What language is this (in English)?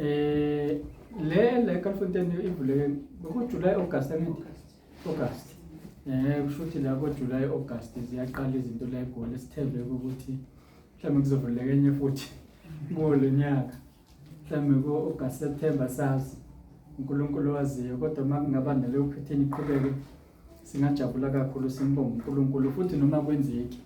Zulu